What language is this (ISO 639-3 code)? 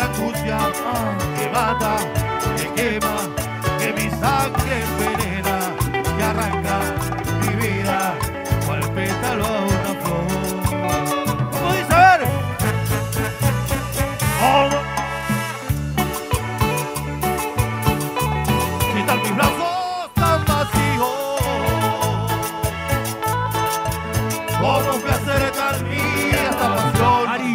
spa